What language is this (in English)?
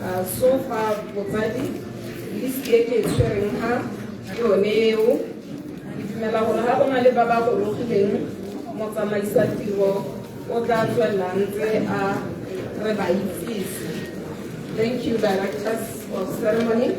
Tswana